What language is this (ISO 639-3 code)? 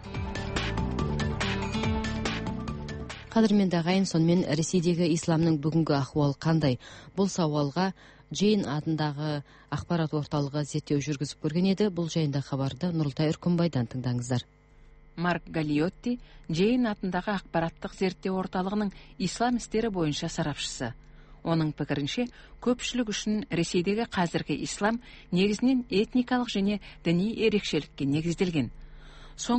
kaz